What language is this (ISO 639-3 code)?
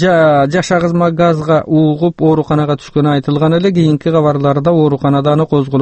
kir